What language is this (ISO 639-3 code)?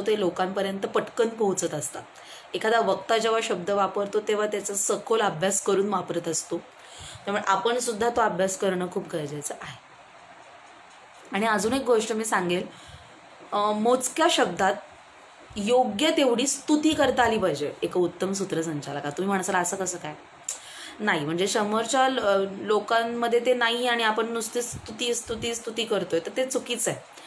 mar